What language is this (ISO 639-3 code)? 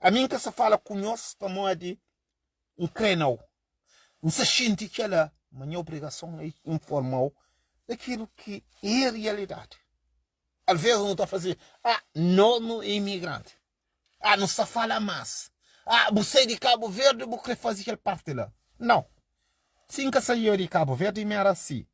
kea